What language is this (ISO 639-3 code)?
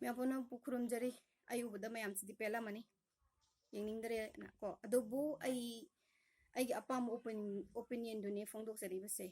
mni